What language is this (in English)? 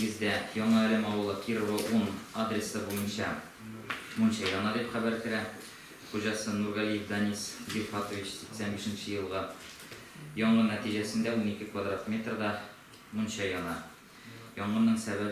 Tatar